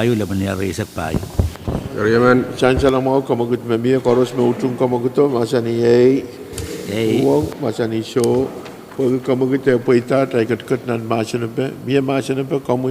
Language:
Pohnpeian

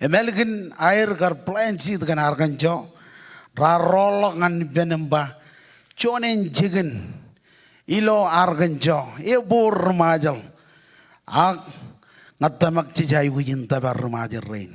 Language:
Marshallese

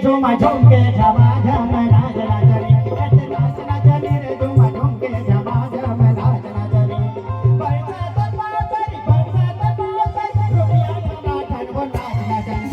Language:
Chhattisgarhi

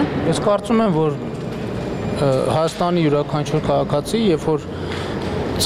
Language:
Armenian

